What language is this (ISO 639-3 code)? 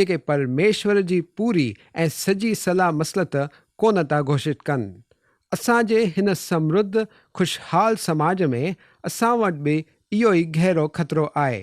snd